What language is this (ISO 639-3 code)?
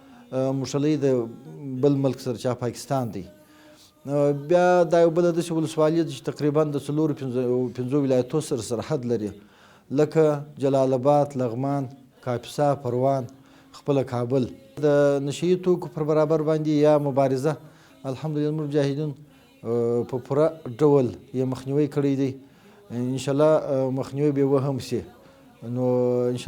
pus